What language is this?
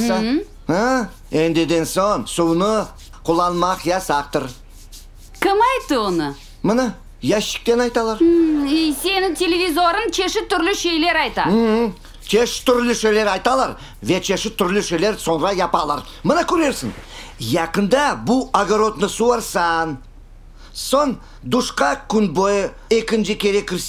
Crimean Tatar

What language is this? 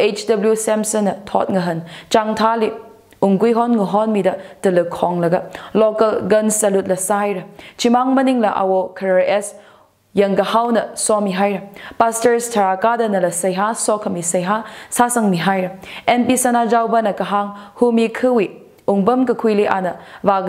Tangkhul Naga (India)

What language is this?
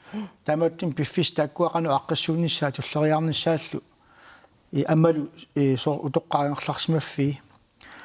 Kalaallisut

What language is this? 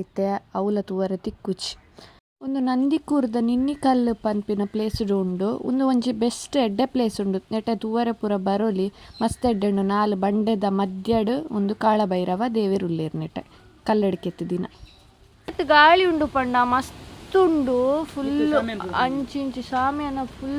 Tulu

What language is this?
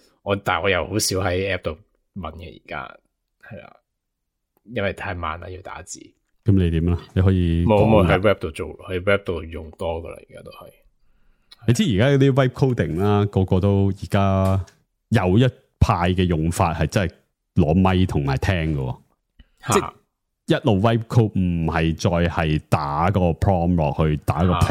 Cantonese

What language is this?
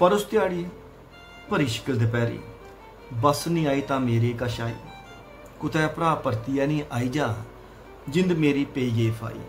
Dogri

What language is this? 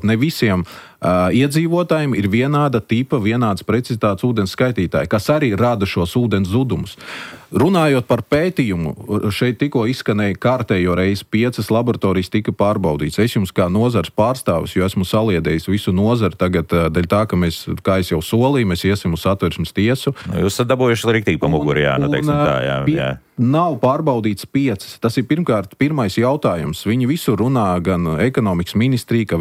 Latvian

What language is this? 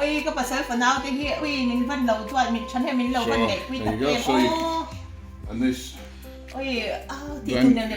Mizo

